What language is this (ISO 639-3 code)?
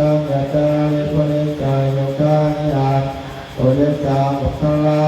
pli